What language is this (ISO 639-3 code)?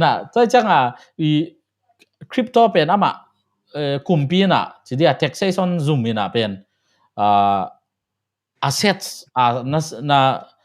ctd